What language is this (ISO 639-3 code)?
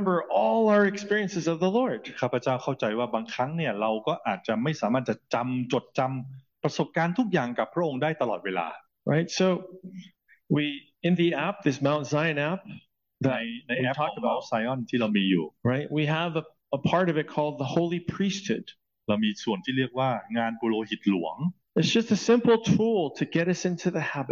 tha